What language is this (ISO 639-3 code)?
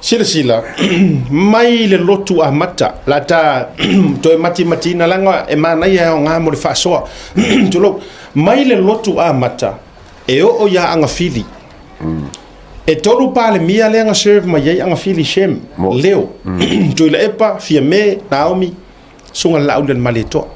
smo